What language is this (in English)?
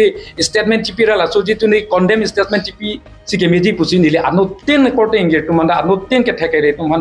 Karbi